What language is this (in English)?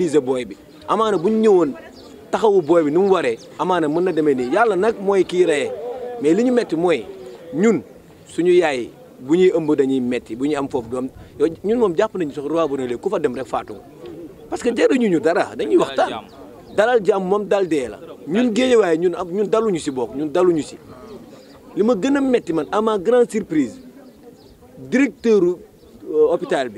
Wolof